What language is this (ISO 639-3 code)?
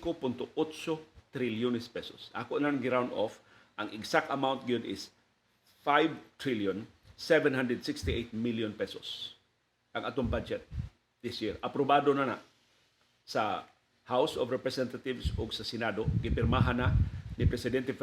ceb